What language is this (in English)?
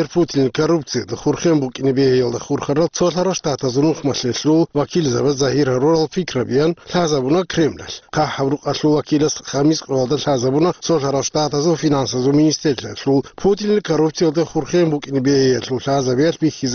Avaric